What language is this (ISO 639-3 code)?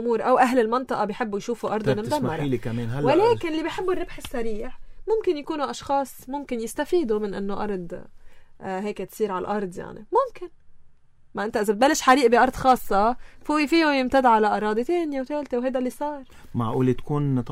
apc